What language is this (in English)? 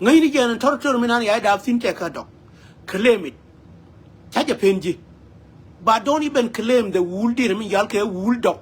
Nuer